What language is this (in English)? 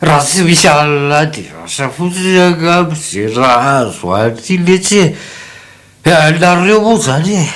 Malagasy